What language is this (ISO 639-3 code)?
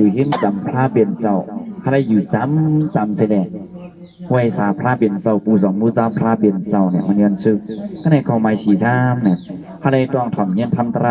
shn